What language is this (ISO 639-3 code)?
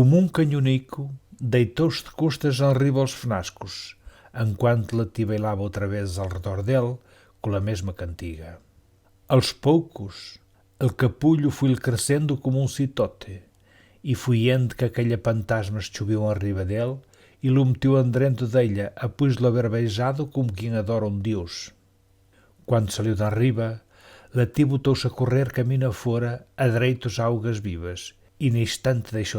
mwl